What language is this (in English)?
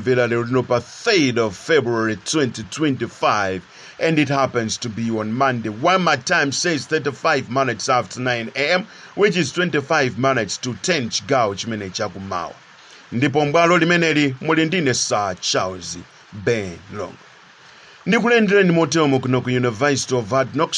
Nyanja